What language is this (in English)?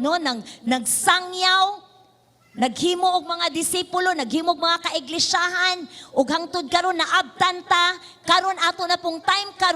Cebuano